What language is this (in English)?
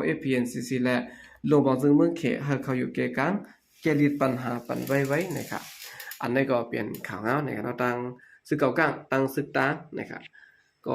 Shan